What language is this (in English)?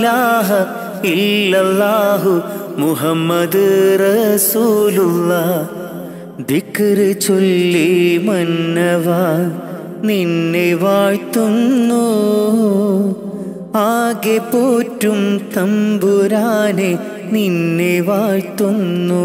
Malayalam